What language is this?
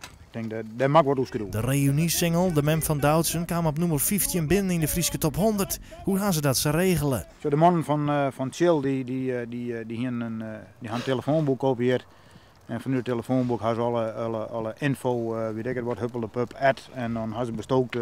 Western Frisian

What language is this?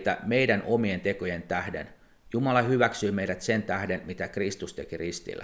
Finnish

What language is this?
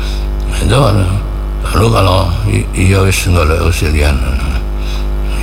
Indonesian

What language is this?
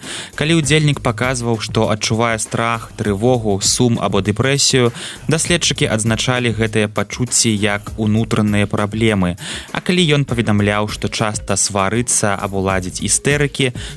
Belarusian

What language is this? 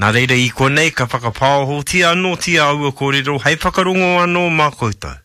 Māori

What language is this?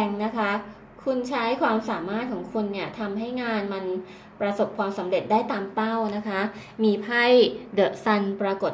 Thai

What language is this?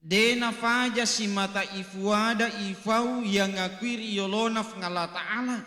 Buginese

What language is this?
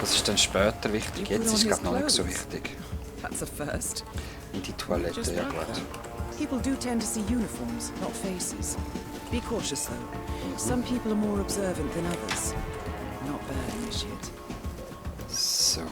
Swiss German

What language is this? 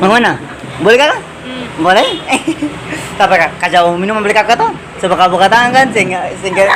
Ambonese Malay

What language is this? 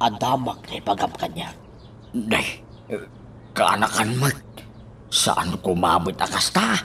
Iloko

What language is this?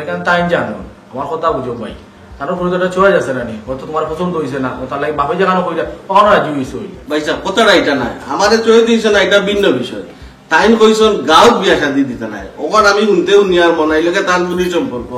Sylheti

